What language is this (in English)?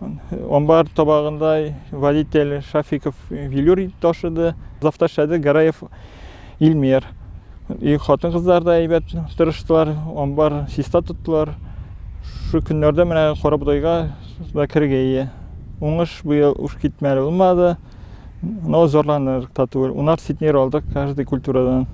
Tatar